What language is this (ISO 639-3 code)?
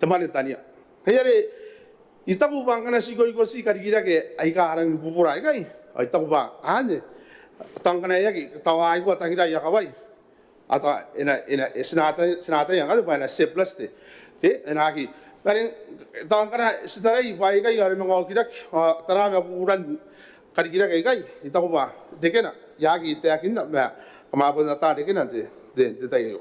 gil